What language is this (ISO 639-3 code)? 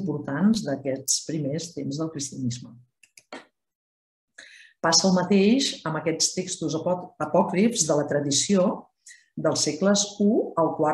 cat